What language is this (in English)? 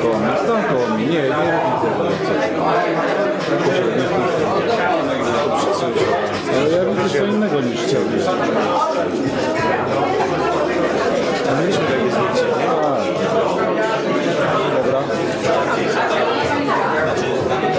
Polish